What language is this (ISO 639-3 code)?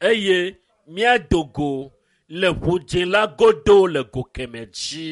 ewe